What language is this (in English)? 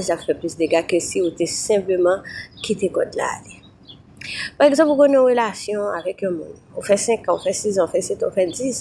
Haitian Creole